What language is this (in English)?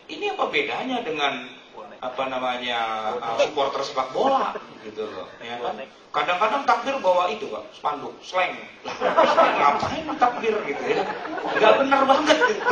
Indonesian